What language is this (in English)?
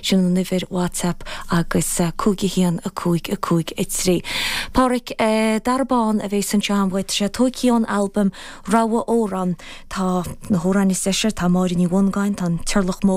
Irish